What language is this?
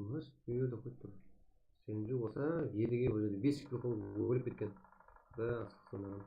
Kara-Kalpak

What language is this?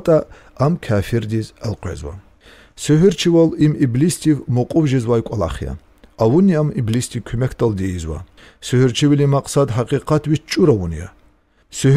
Lezghian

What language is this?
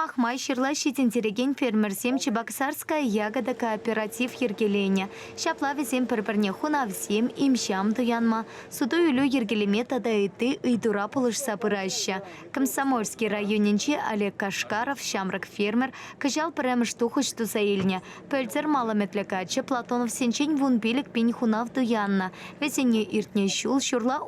Chuvash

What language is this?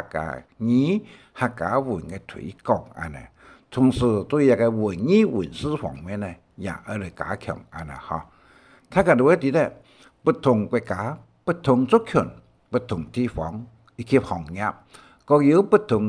Hakka Chinese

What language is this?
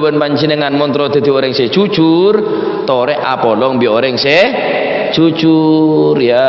Madurese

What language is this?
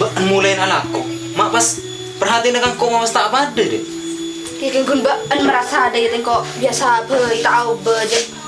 Madurese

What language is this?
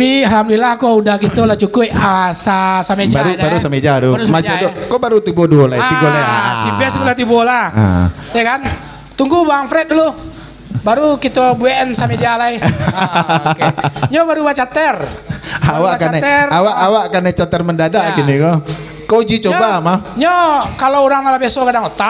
Minangkabau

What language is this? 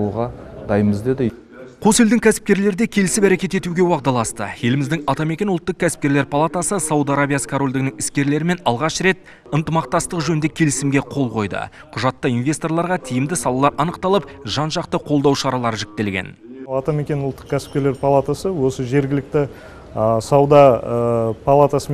Kazakh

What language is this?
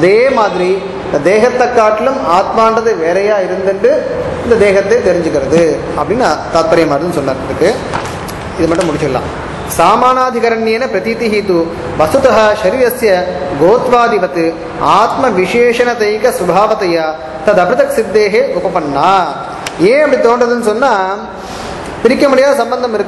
Tamil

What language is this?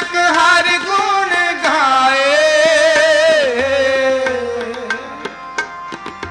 Punjabi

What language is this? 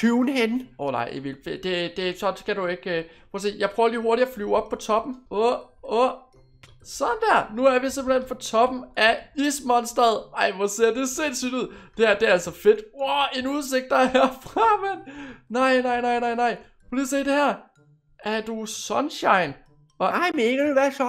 Danish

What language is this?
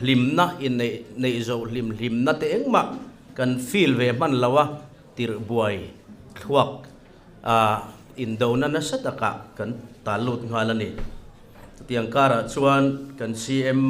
Mizo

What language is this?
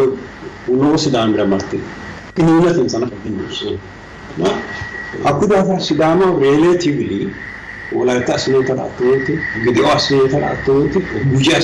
Sidamo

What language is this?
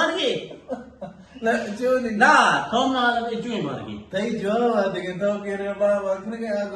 Eastern Balochi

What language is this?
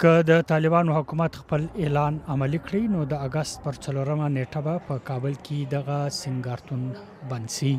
Pashto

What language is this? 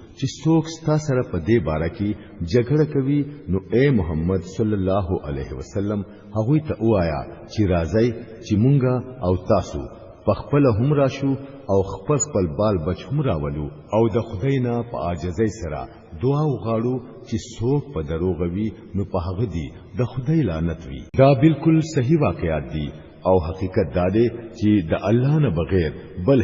Pashto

